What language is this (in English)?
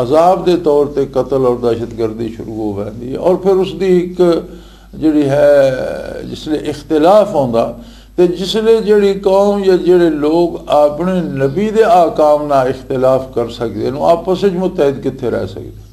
Western Panjabi